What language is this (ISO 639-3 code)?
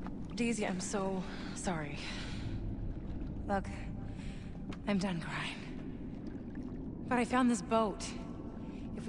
eng